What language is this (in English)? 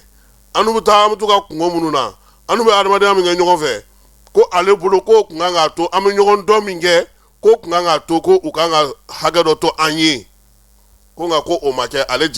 Bambara